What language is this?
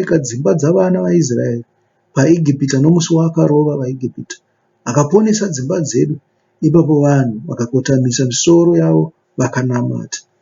Shona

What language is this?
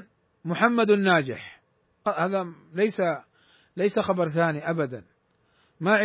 Arabic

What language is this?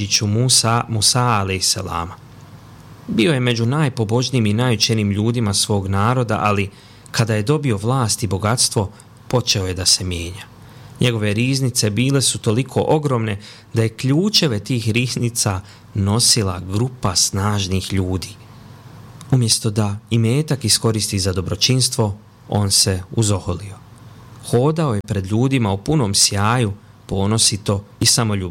Bosnian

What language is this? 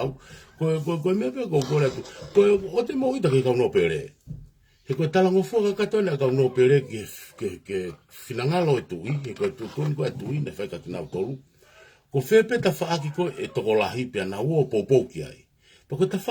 Tongan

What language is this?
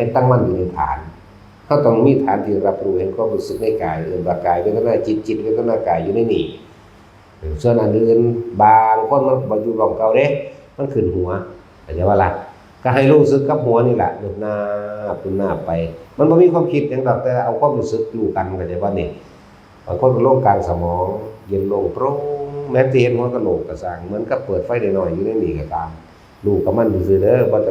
Northeastern Thai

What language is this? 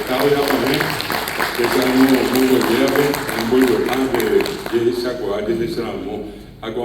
Guarani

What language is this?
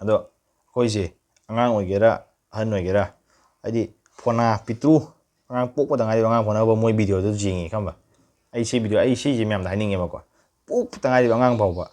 Manipuri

